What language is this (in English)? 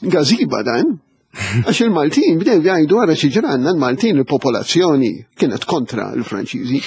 Maltese